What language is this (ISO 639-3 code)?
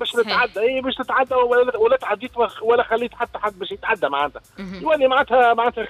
aeb